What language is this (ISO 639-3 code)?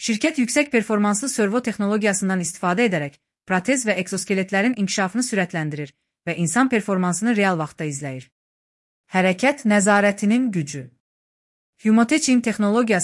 aze